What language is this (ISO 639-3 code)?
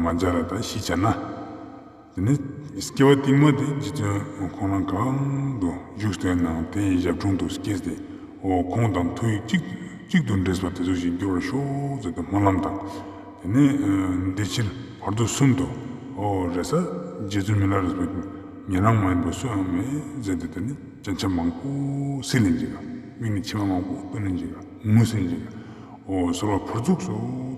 lbj